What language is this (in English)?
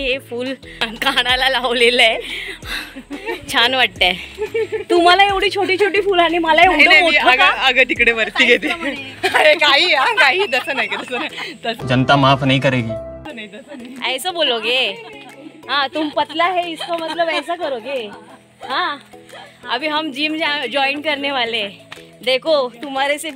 Marathi